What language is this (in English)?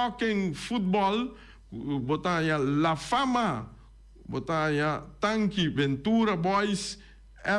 Papiamento